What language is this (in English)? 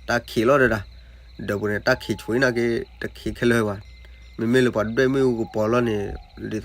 S'gaw Karen